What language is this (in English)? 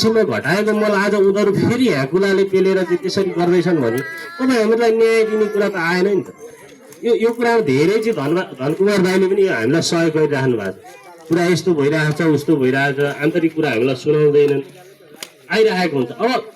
Nepali